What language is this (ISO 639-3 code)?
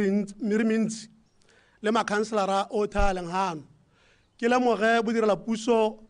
tsn